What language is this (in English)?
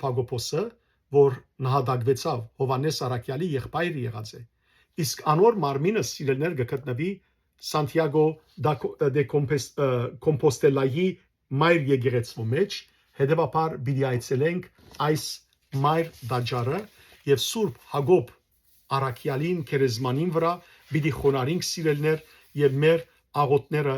Western Armenian